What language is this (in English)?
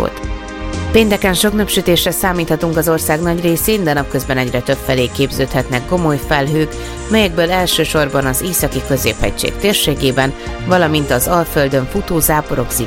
Hungarian